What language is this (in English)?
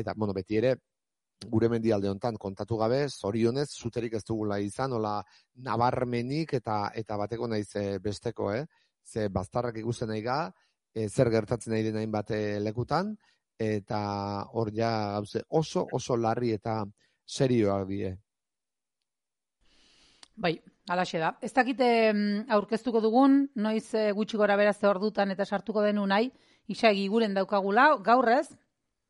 Basque